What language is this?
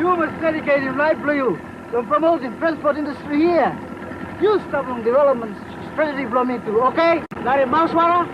Tok Pisin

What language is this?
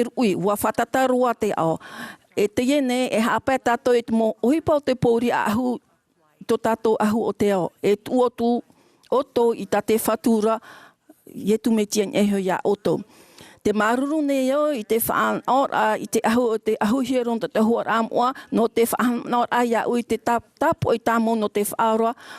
Tahitian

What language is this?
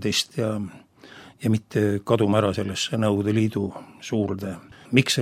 Estonian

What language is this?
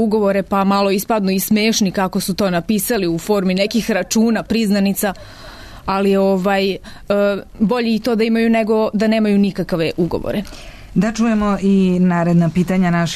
Serbian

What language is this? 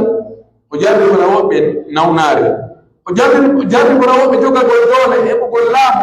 Pular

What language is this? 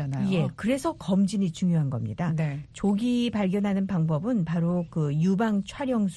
Korean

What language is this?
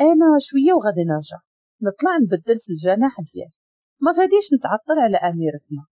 Moroccan Arabic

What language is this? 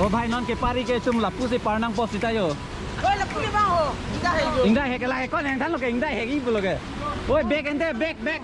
Karbi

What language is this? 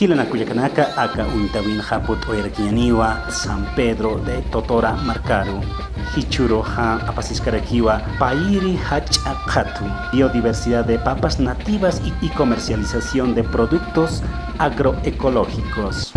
Aymara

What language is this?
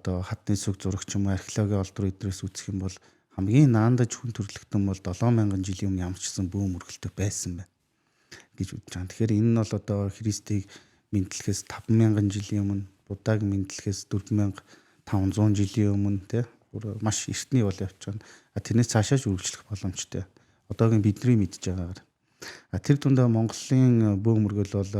Mongolian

